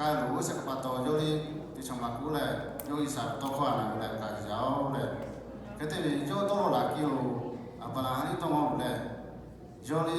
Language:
Lahu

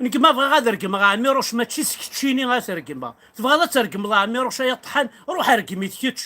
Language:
Kabyle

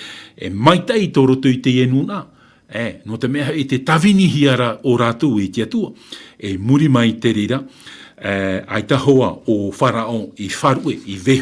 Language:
Tahitian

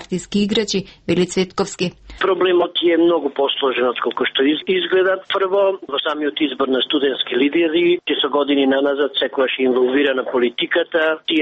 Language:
Macedonian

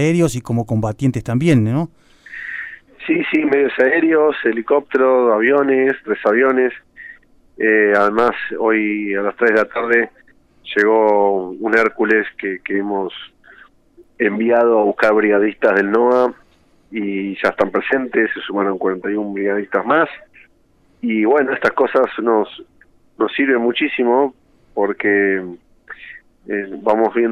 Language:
Spanish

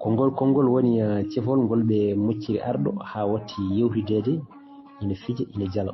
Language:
Fula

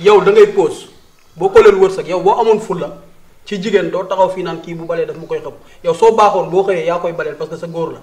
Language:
Wolof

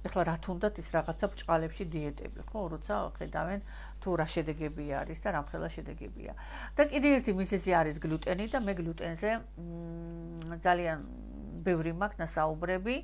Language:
Georgian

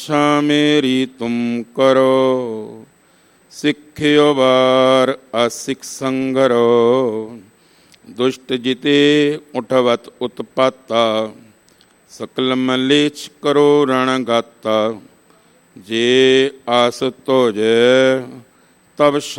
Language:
Punjabi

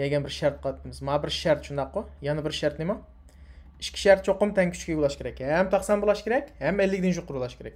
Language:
Uyghur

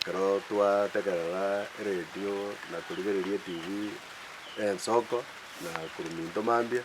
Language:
Gusii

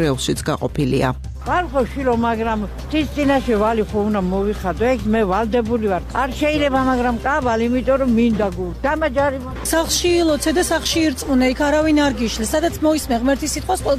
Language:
Georgian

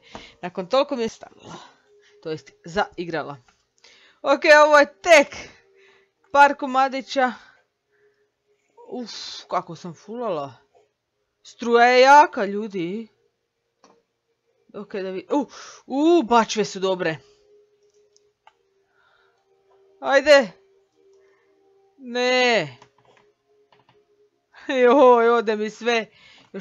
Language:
Croatian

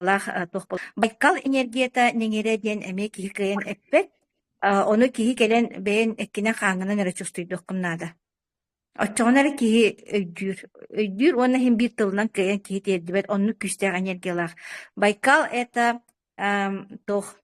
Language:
Yakut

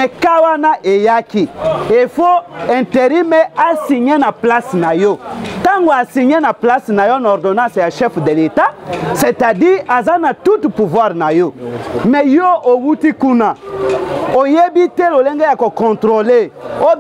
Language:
Lingala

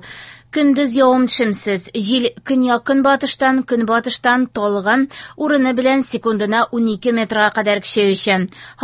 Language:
Tatar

